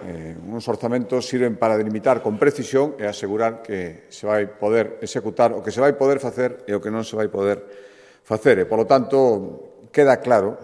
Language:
Galician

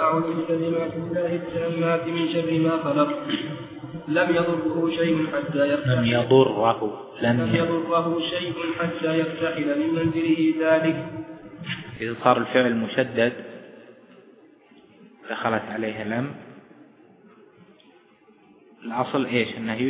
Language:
Arabic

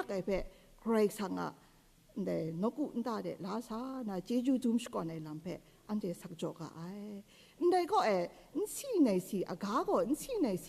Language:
Kachin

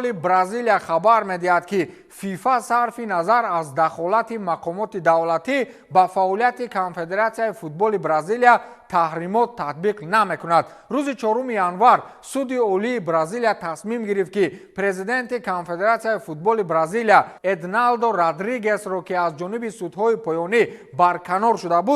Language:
Tajik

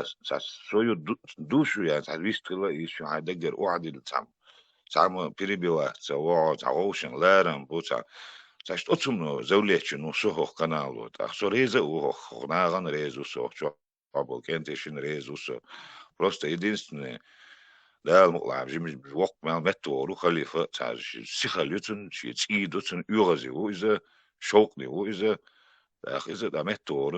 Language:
Chechen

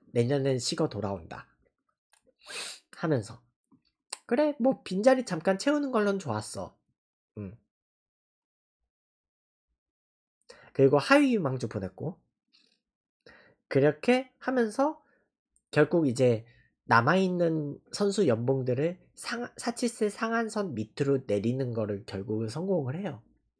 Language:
Korean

